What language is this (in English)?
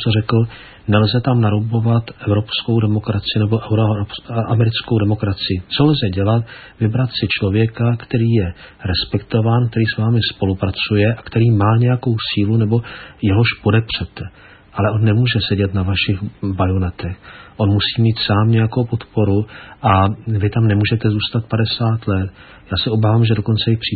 Czech